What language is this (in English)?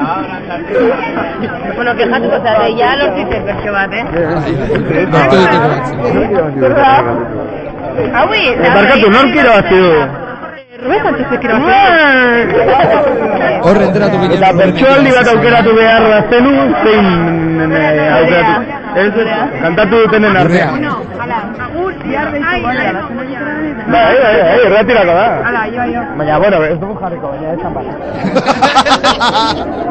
Basque